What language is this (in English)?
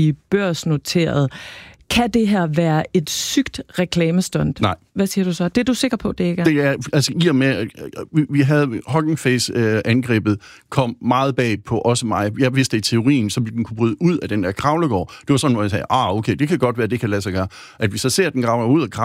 Danish